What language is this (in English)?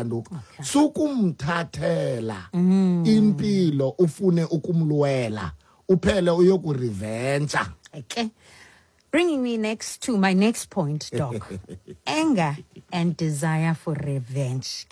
Xhosa